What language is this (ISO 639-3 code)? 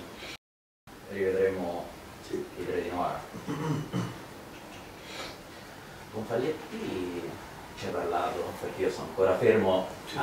ita